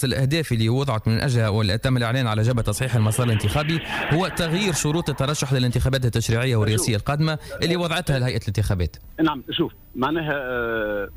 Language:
Tunisian Arabic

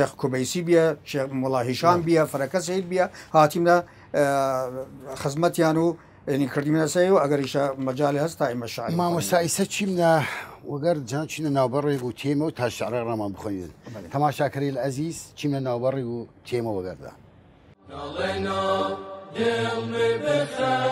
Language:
Southern Kurdish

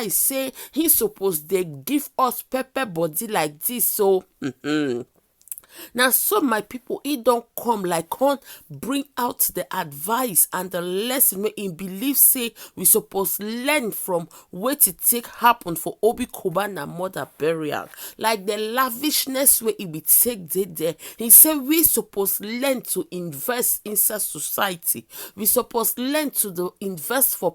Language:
Nigerian Pidgin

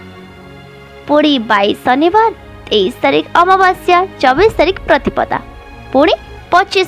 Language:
Odia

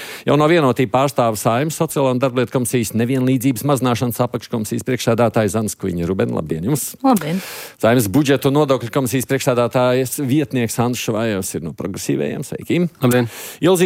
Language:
Latvian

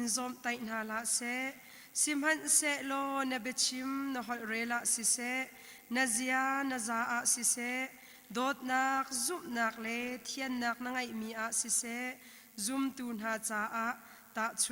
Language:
Hakha Chin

